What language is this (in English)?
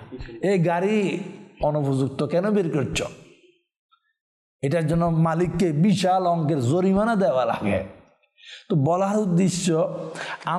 Bangla